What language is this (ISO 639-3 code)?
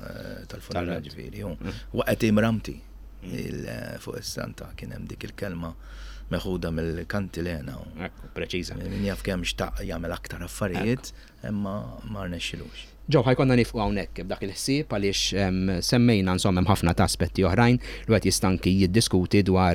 mlt